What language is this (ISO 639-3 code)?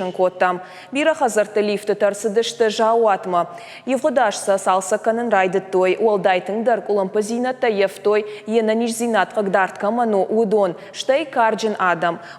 oss